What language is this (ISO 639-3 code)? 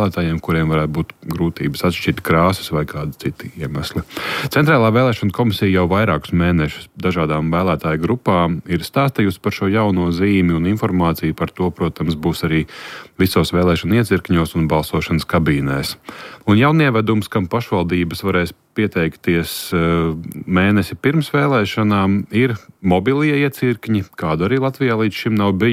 lav